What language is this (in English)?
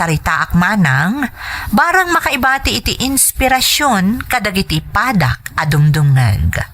Iloko